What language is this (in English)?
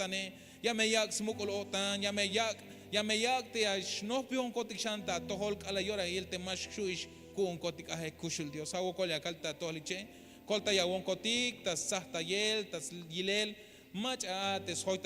Tzeltal